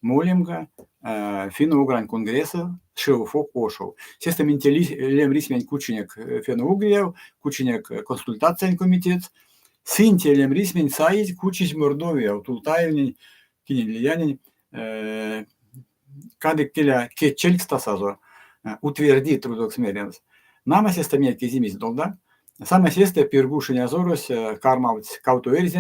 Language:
Erzya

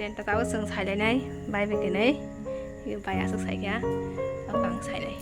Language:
Kok Borok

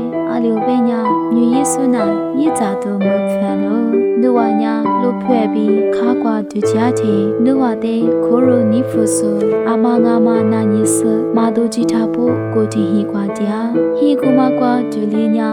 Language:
Lisu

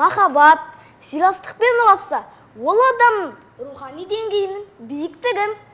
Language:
Kazakh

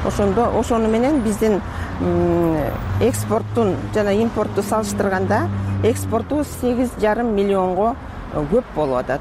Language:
Kyrgyz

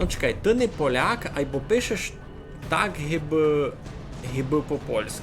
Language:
Rusyn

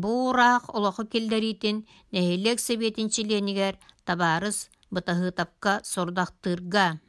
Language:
Yakut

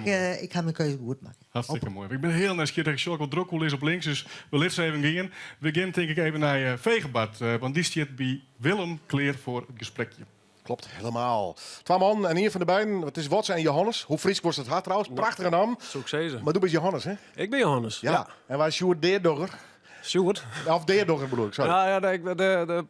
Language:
Western Frisian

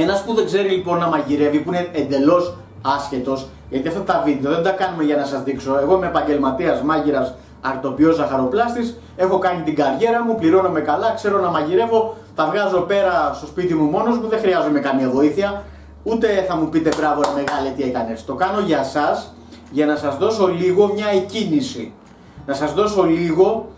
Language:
Greek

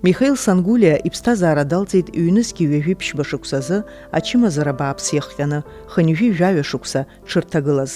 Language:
Abkhazian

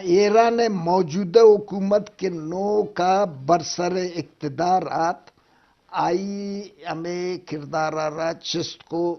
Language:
Eastern Balochi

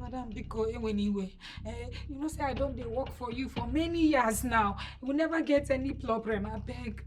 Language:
Nigerian Pidgin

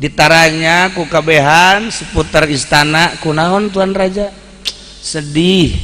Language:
Sundanese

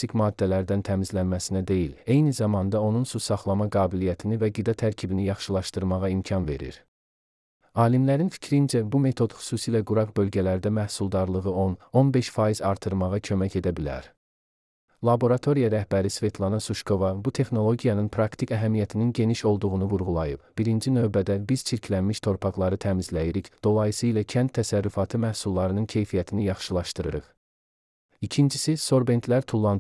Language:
Azerbaijani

